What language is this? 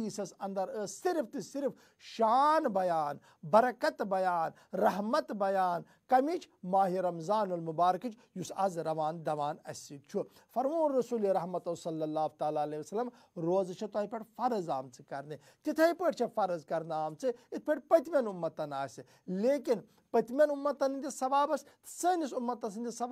Kashmiri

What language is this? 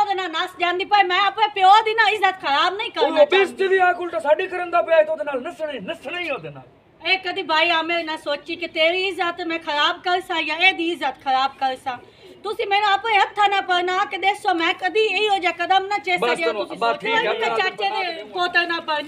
Punjabi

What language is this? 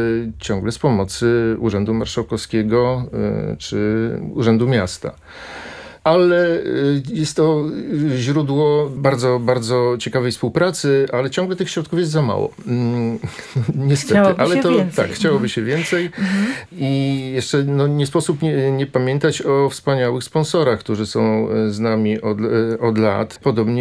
Polish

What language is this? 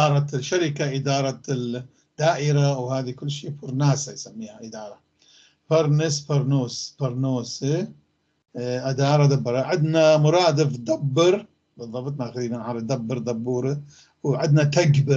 North Levantine Arabic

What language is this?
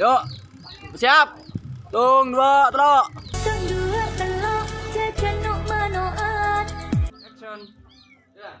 Madurese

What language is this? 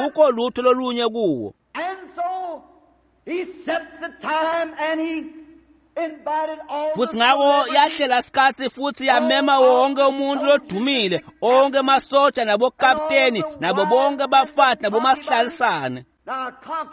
Swati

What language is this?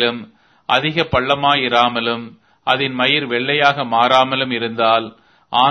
Tamil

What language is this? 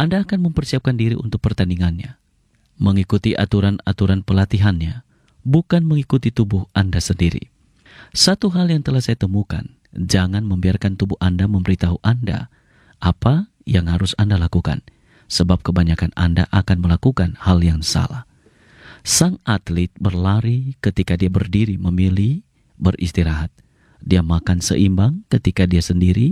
Indonesian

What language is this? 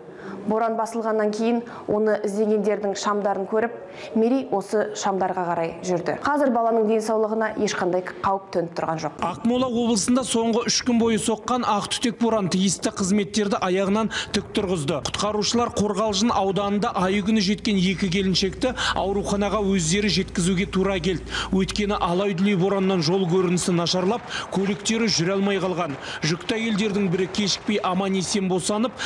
Kazakh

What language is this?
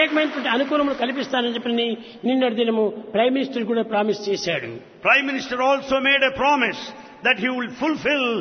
Telugu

